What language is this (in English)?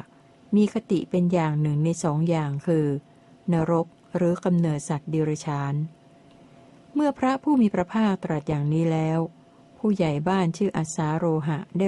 Thai